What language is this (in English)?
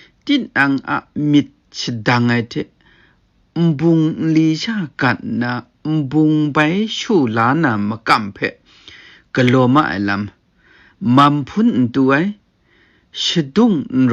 Kachin